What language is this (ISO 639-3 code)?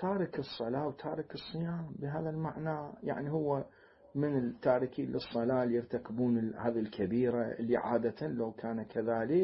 acm